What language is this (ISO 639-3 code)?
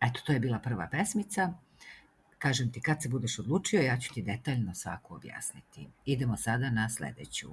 srp